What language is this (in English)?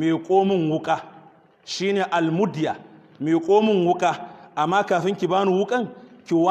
Hausa